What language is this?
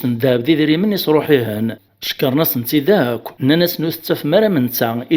Kabyle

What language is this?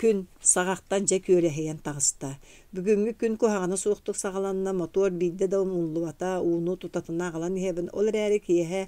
Yakut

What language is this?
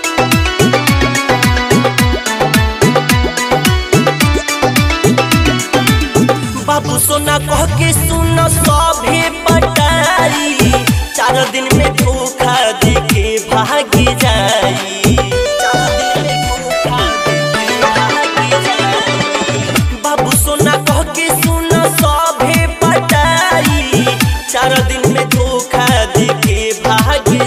Bhojpuri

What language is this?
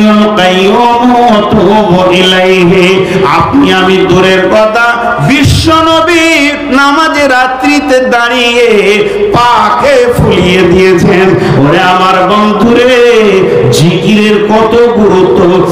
Bangla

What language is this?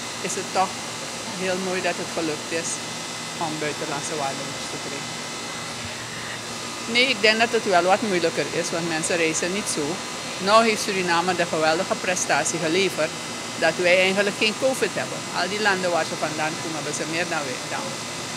Dutch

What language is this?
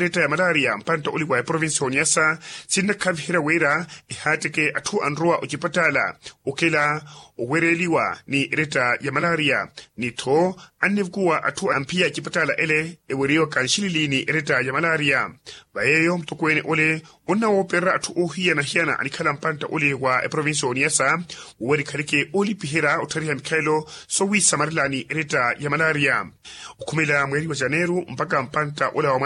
Makhuwa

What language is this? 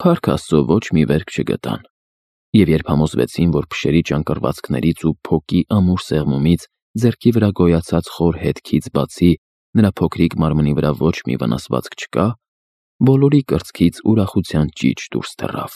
Armenian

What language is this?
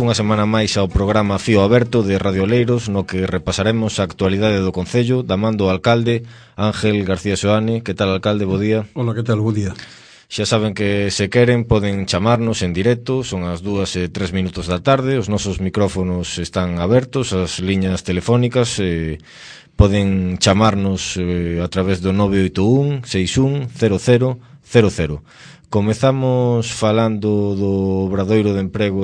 Galician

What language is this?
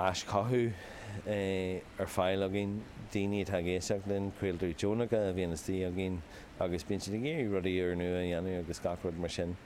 Irish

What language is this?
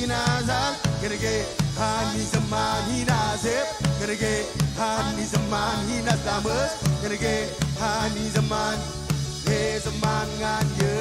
Marshallese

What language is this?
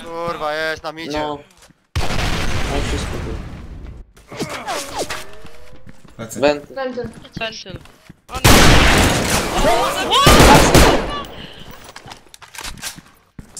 Polish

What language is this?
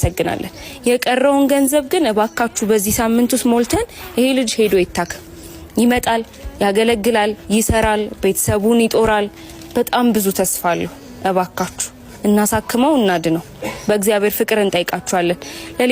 Amharic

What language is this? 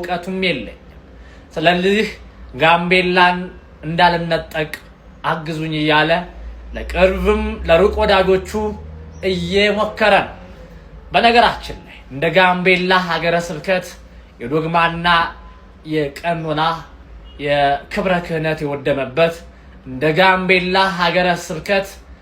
Amharic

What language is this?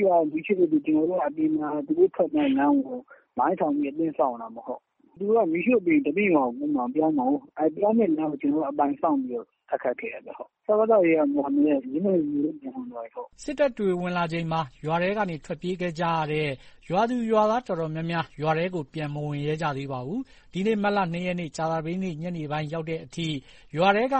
Burmese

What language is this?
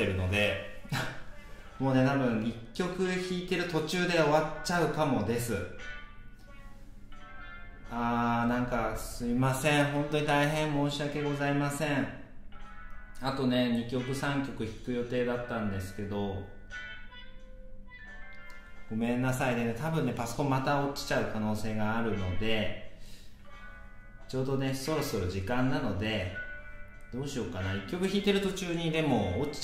Japanese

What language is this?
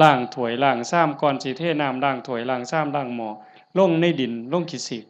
Lao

